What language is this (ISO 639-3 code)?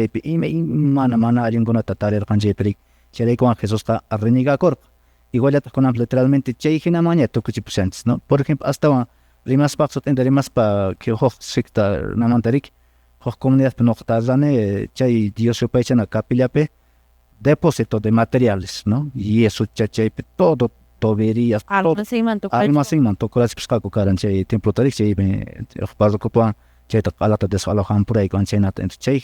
que